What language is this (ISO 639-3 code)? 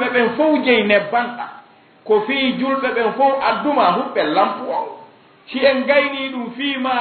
ful